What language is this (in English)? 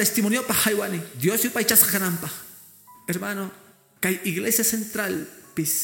Quechua